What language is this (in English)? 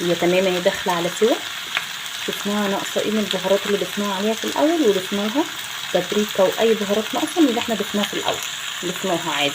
Egyptian Arabic